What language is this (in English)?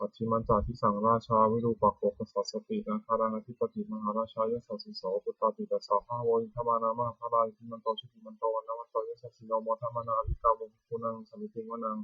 Pali